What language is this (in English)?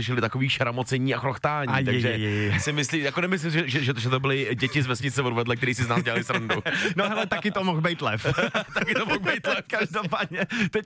Czech